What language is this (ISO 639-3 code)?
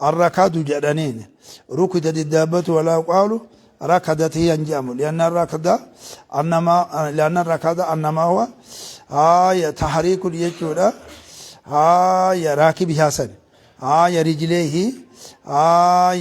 orm